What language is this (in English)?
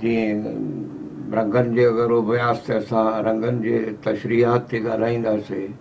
Sindhi